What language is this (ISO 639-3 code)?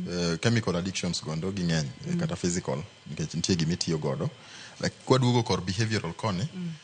luo